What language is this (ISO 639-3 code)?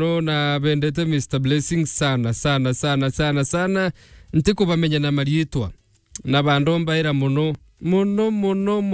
mer